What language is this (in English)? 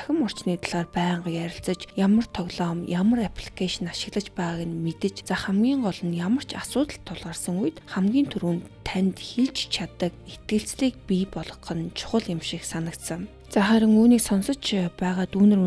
Mongolian